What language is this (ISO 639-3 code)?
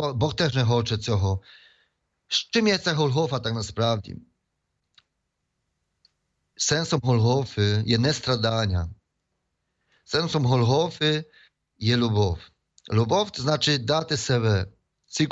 ukr